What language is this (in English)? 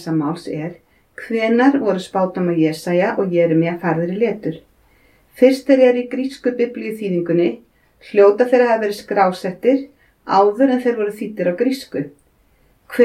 Icelandic